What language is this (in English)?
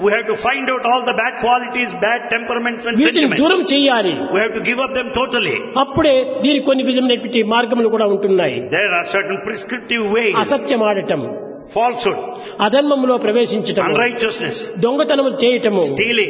Telugu